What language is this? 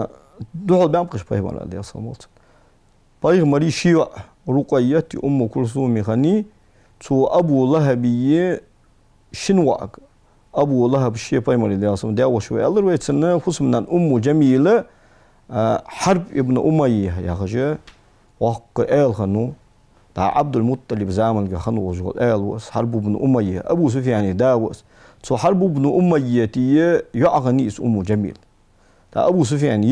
Ingush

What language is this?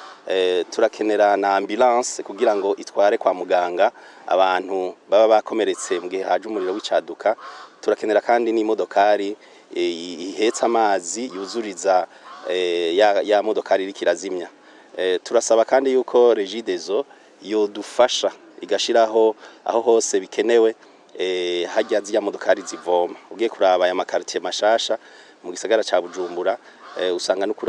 Rundi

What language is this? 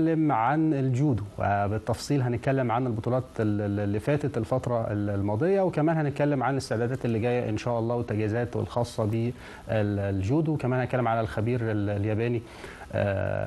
Egyptian Arabic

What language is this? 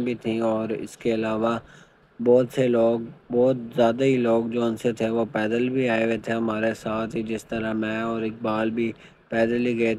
Urdu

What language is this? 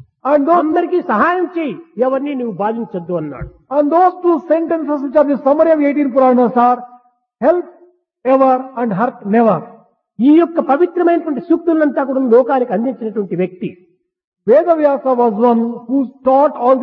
Telugu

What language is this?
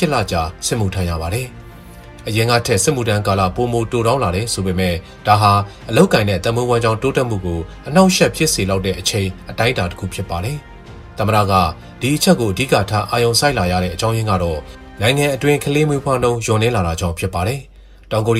Burmese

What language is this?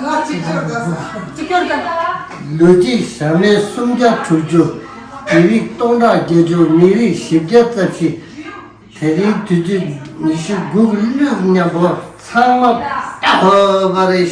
Tibetan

